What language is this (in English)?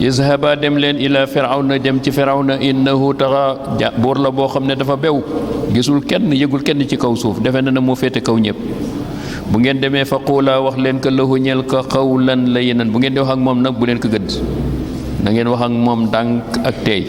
Wolof